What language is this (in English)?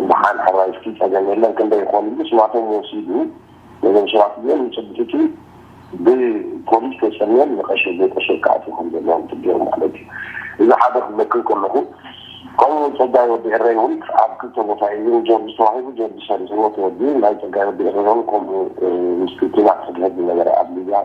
Tigrinya